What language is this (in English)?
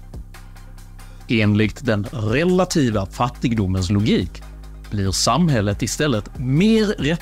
Swedish